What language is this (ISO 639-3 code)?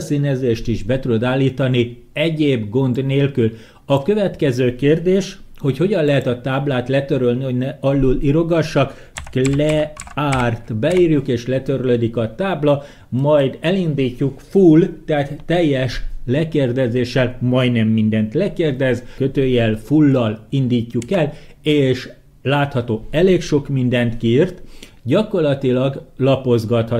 hun